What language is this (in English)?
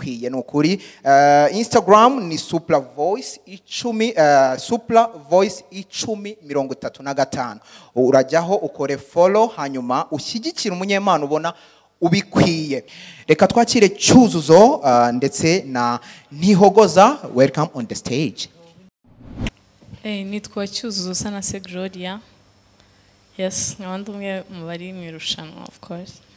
Kinyarwanda